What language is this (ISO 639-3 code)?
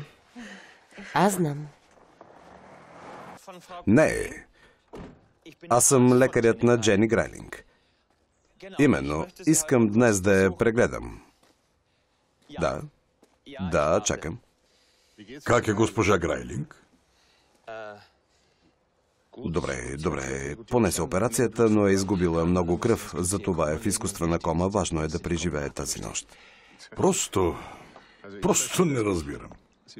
bul